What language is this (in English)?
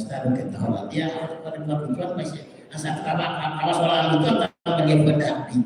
Tetum